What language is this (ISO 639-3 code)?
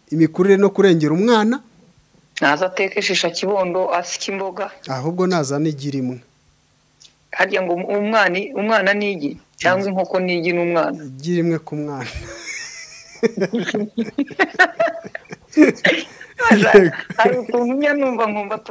kin